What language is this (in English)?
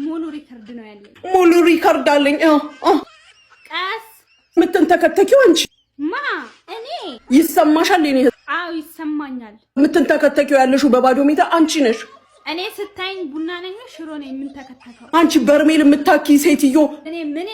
Amharic